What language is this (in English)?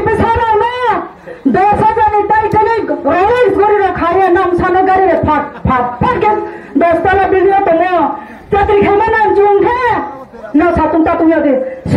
Kok Borok